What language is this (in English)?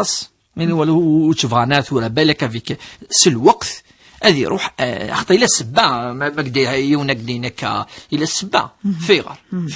Kabyle